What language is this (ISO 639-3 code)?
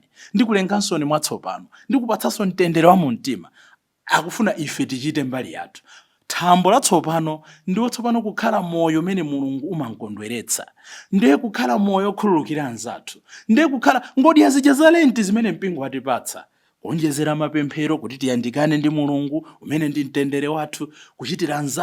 nya